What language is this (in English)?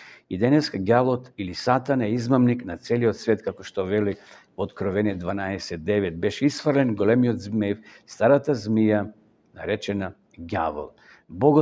Macedonian